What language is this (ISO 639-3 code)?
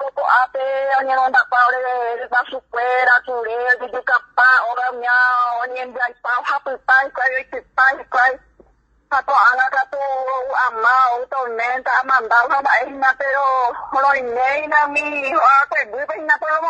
grn